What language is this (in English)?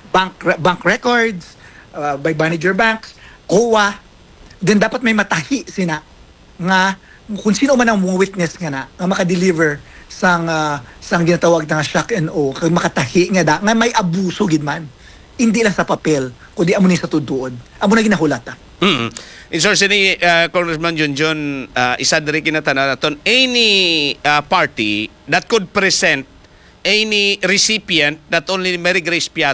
Hiligaynon